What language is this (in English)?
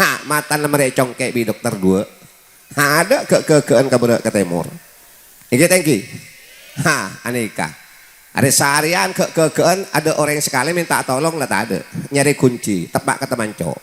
Madurese